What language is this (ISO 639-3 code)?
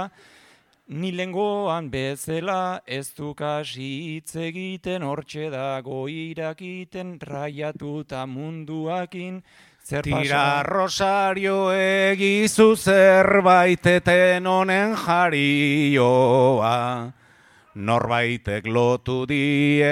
eus